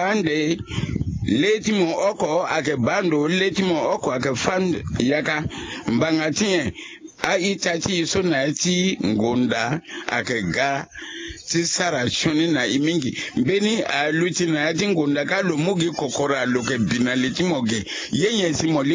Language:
Sango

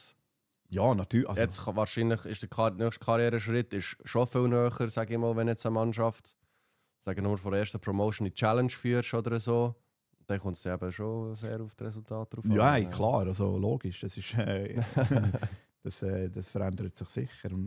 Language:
Swiss German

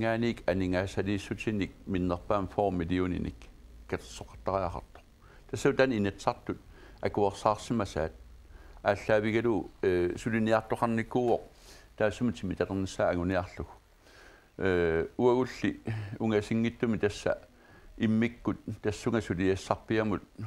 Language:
Kalaallisut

